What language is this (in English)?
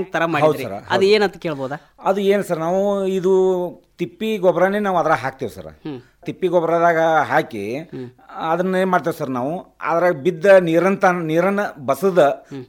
Kannada